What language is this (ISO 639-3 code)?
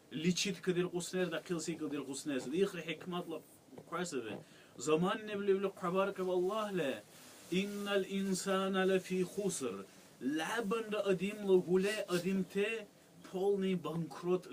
dar